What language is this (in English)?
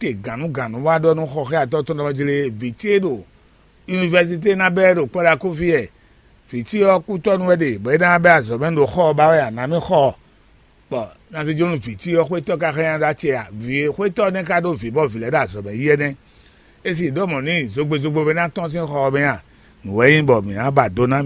Fon